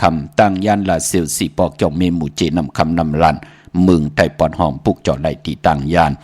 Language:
Shan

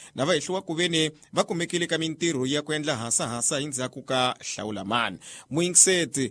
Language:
Tsonga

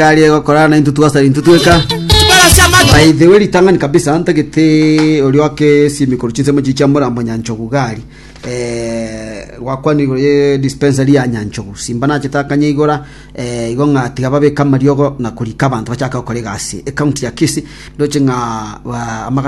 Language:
Gusii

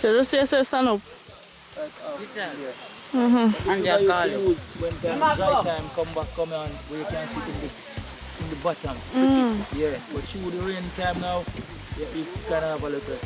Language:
Jamaican Creole English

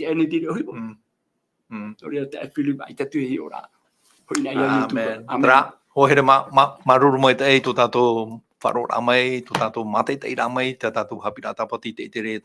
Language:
Tahitian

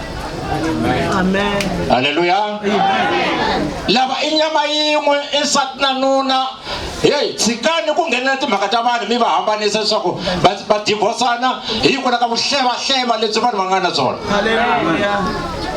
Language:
Tsonga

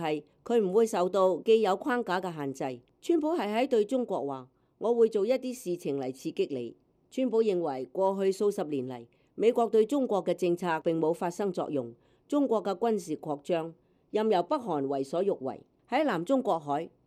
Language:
Cantonese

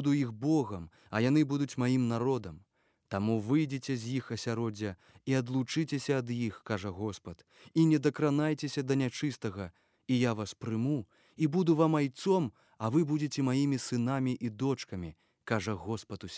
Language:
Belarusian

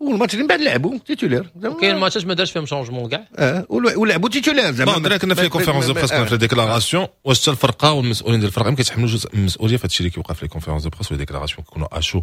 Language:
Moroccan Arabic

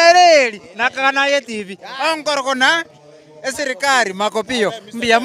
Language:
Gusii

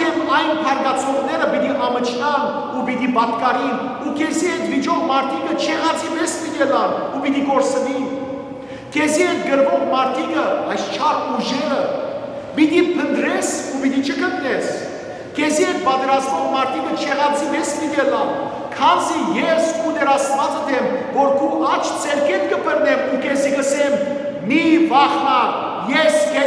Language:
Western Armenian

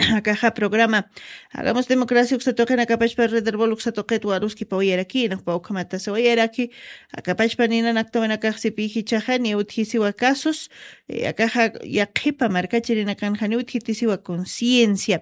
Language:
Aymara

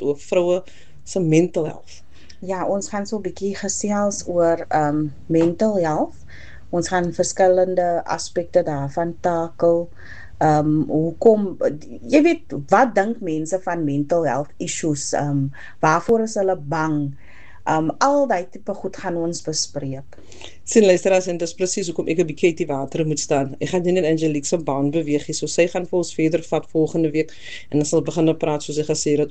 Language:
Afrikaans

